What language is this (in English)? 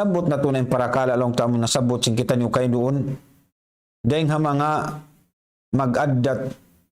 Tausug